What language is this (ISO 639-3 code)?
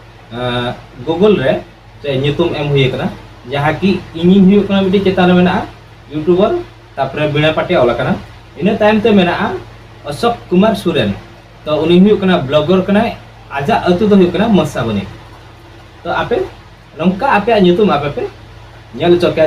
sat